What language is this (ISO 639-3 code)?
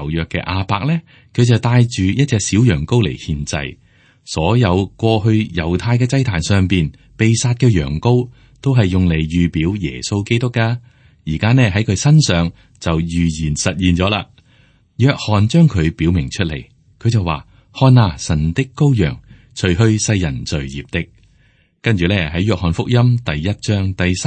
yue